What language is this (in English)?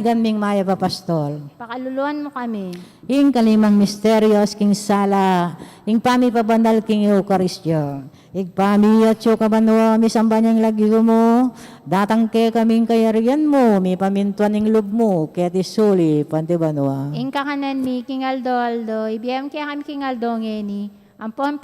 Pampanga